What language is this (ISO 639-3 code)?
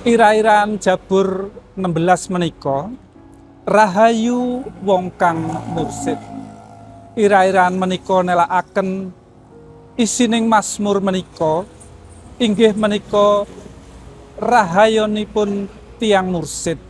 jav